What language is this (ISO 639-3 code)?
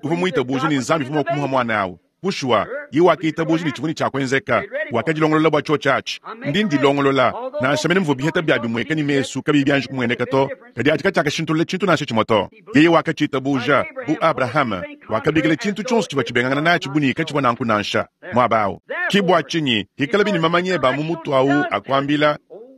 lua